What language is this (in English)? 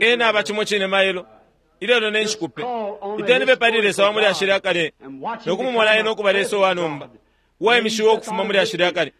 Bemba